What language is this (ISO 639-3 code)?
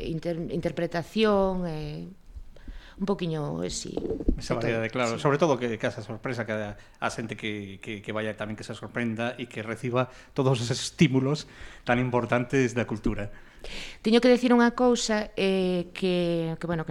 glg